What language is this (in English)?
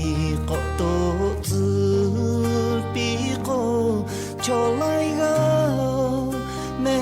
Lahu